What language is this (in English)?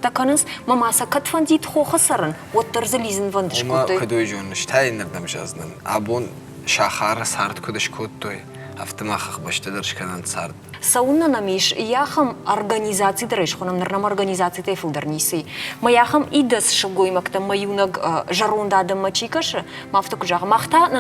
Ossetic